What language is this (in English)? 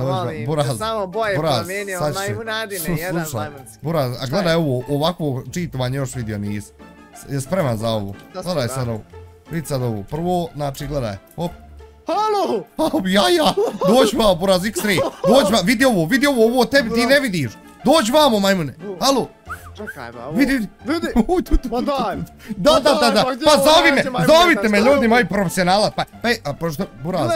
Bosnian